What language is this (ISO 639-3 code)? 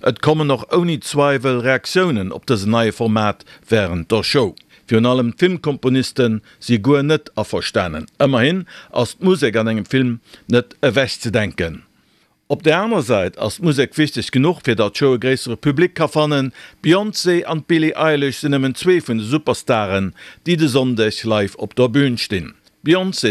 ltz